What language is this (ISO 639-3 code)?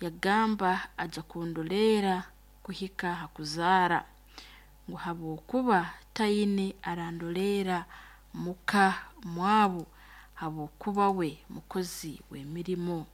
nyo